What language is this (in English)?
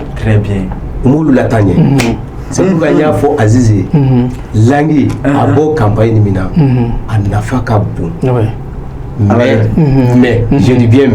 Bambara